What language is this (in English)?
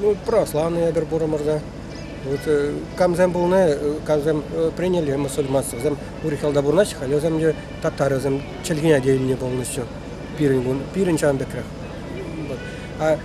Chuvash